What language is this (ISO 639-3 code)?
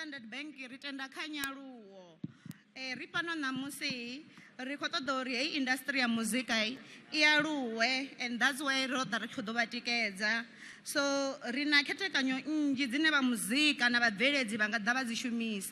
ven